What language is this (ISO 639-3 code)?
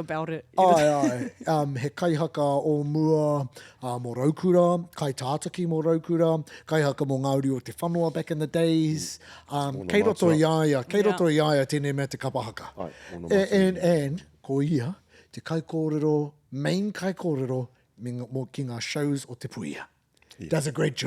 mri